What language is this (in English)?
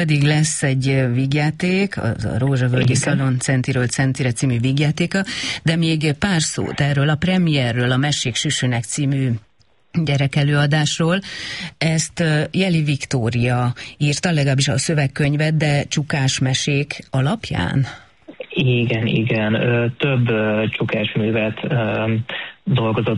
Hungarian